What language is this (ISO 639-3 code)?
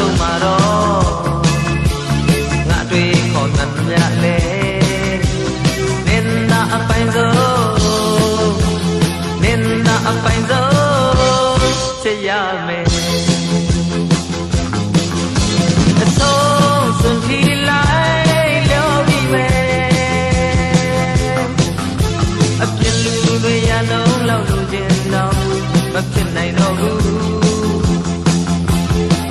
mya